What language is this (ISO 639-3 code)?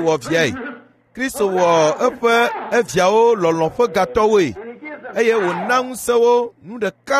ewe